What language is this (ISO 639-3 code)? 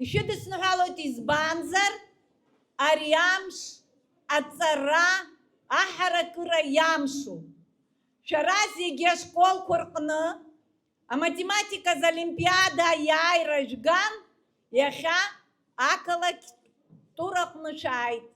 abk